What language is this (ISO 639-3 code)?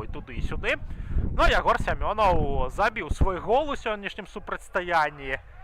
bel